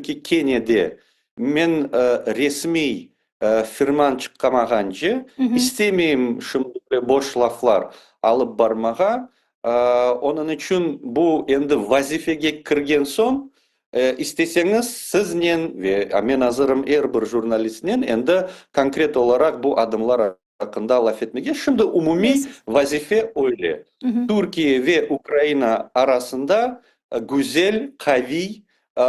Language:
Crimean Tatar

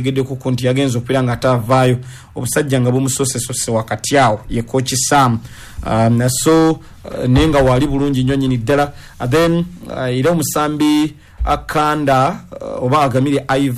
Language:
Ganda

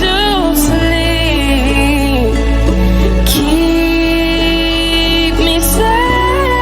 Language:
Poumei Naga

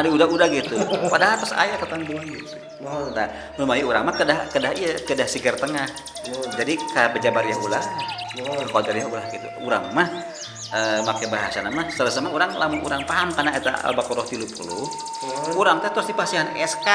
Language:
Sundanese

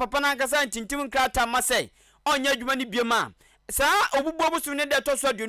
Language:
Akan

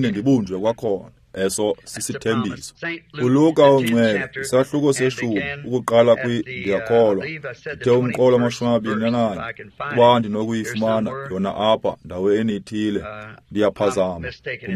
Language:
Xhosa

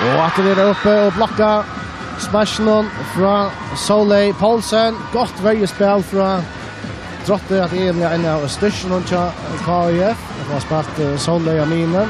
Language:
Faroese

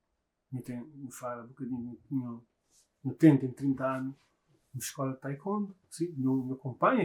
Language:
Kabuverdianu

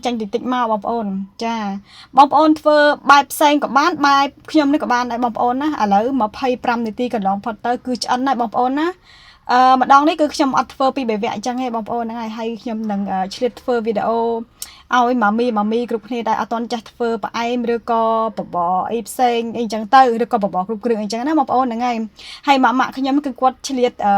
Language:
Khmer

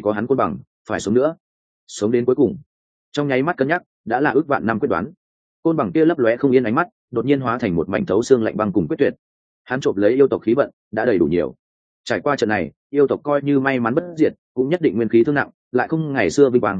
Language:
Vietnamese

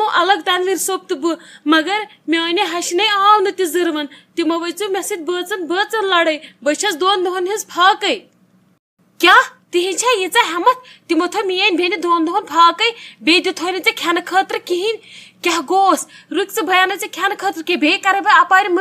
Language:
Kashmiri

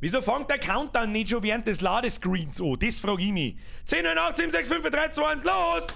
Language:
Bavarian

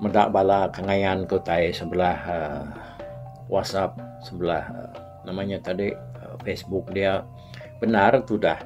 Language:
Iban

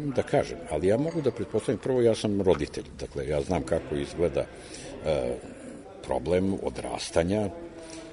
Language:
Serbian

